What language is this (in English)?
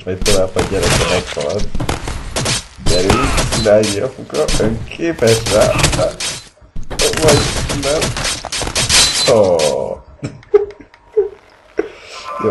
Hungarian